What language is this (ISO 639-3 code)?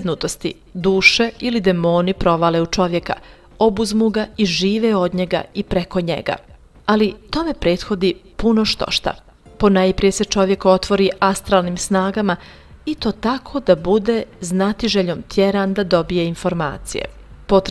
bos